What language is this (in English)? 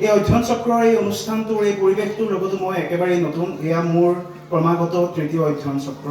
Assamese